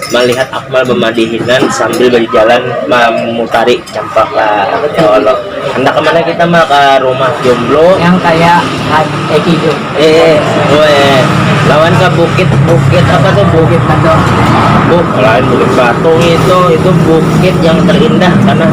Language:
Banjar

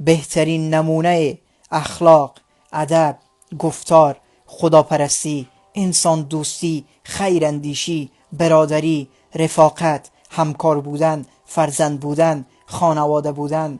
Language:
Tajik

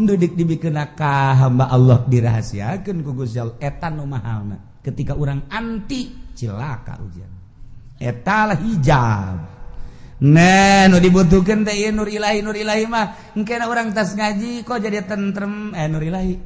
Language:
Sundanese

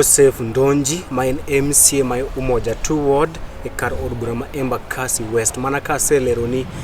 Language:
Luo (Kenya and Tanzania)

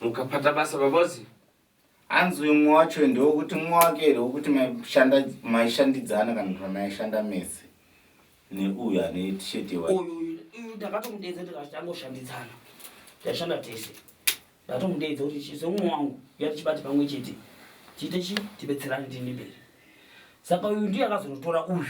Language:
Shona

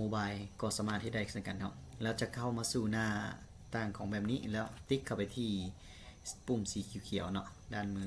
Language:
Lao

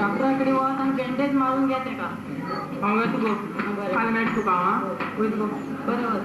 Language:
Konkani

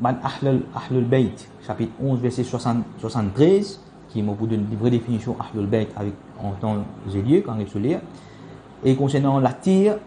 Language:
Morisyen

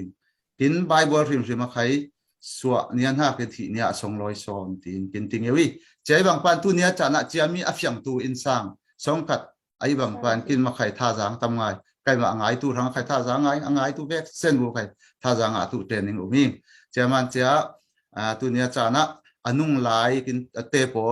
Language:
Falam Chin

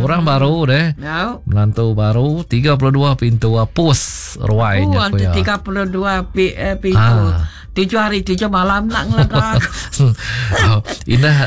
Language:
Iban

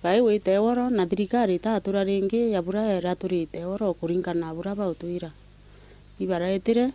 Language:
Meru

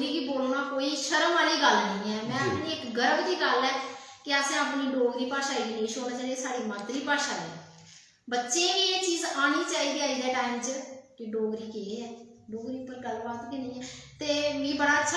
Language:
Dogri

